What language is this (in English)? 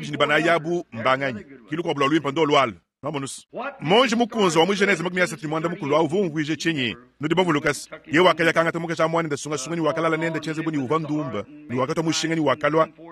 Luba-Lulua